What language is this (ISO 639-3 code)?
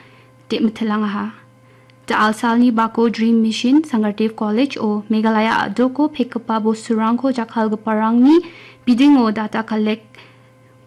grt